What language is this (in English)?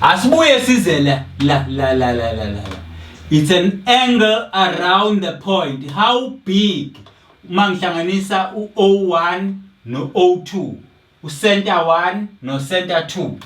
Zulu